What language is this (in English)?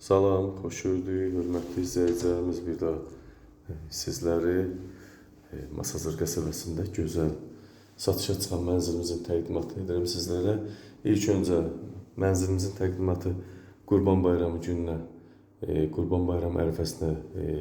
Azerbaijani